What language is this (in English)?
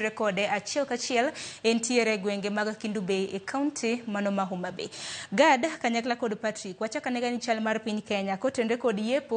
Luo (Kenya and Tanzania)